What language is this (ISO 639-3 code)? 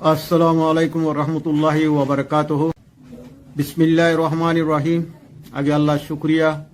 rhg